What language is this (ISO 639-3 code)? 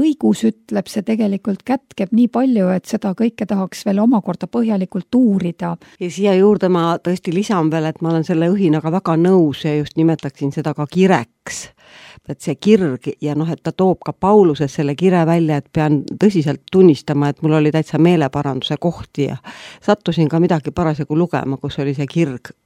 est